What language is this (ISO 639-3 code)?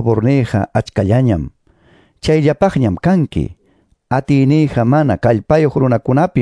que